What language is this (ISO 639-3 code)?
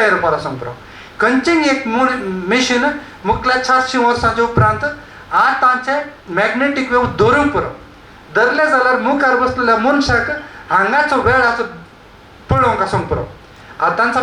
kok